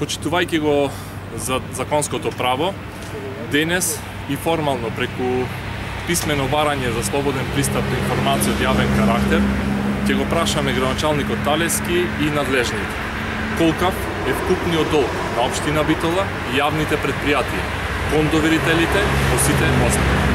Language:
Macedonian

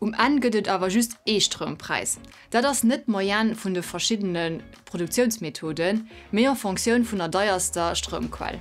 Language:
Luxembourgish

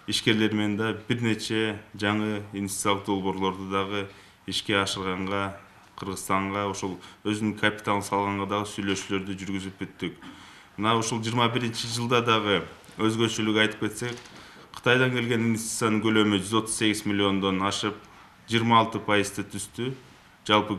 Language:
Kyrgyz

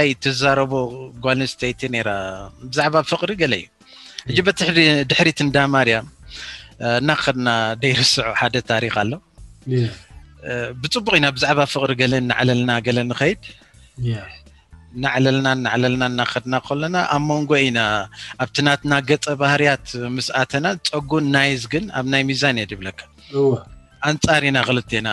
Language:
Tigrinya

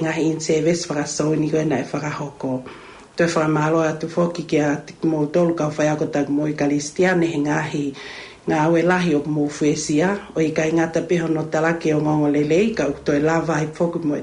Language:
Tongan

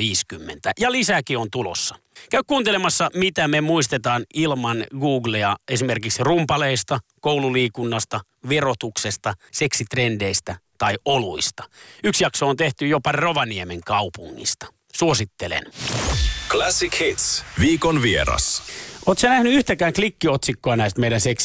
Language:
Finnish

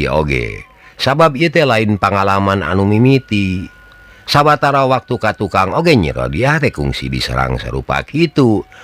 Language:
Sundanese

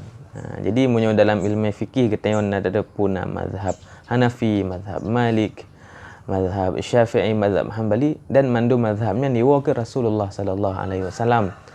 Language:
Achinese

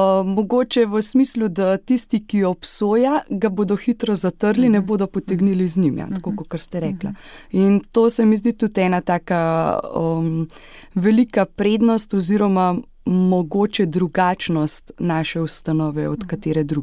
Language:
Slovenian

